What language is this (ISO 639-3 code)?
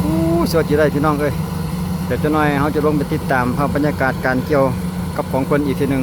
lao